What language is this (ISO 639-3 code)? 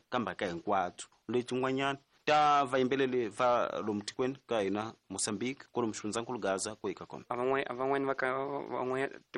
tso